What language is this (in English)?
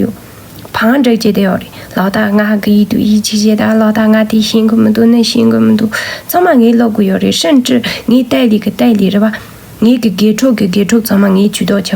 Tibetan